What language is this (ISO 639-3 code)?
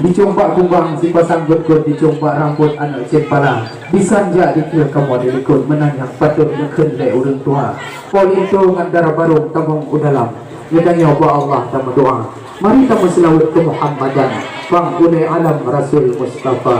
ace